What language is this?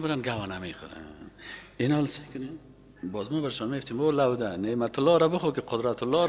Persian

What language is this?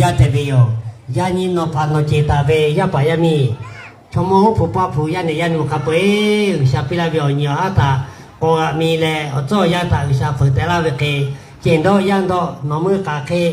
Lahu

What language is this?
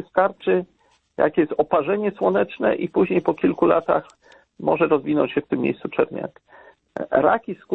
Polish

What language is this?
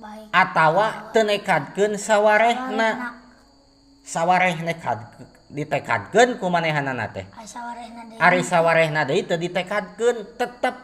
Sundanese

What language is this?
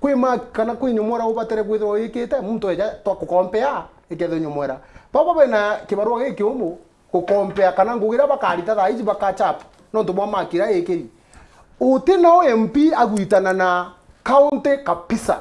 Meru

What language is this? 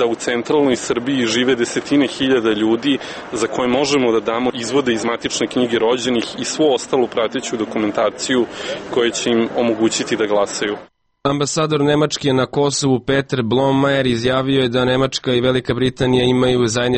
Serbian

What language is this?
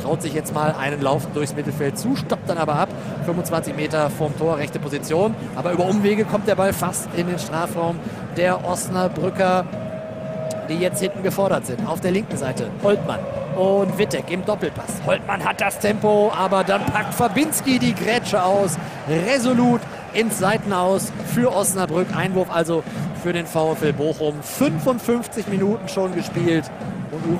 German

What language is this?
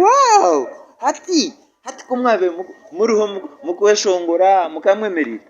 Nyankole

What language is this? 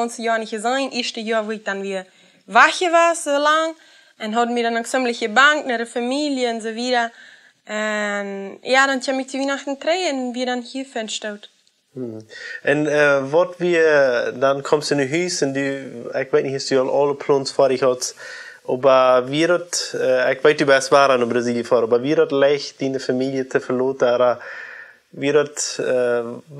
Plautdietsch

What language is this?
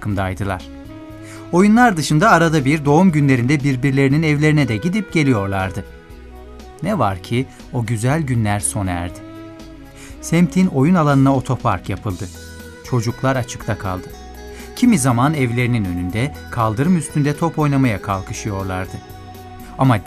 Turkish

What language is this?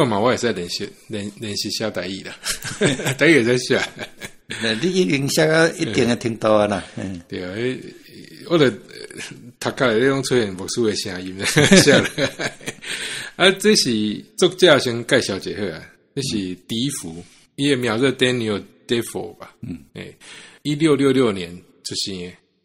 Min Nan Chinese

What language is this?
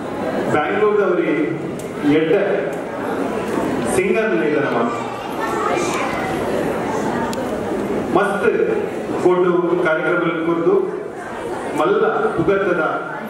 Tulu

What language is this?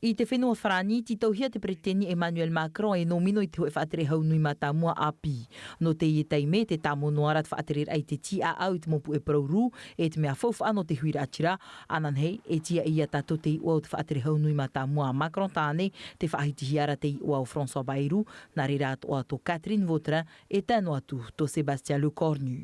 Tahitian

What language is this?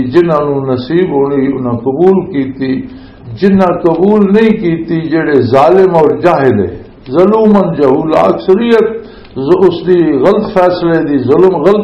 Western Panjabi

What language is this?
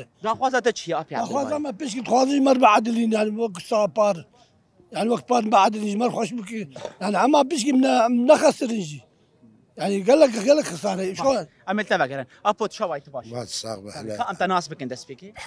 Kurdish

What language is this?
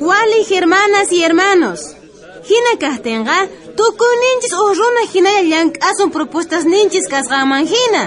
South Bolivian Quechua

